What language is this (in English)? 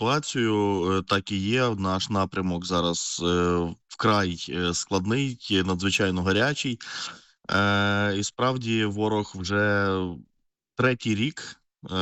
Ukrainian